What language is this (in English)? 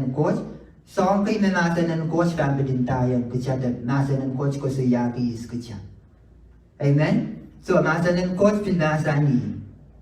Pohnpeian